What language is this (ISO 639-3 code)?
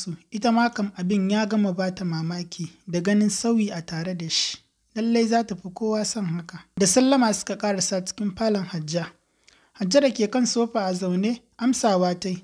hau